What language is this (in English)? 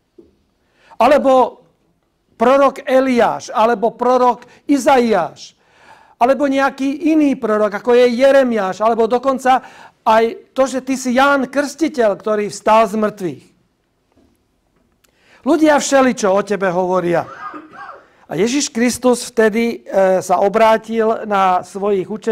Slovak